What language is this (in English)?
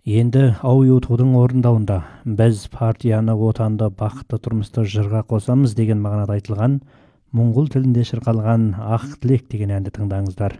Kazakh